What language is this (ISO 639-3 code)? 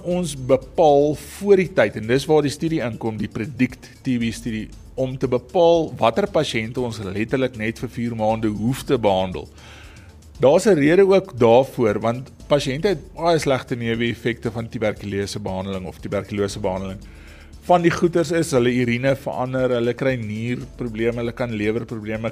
afr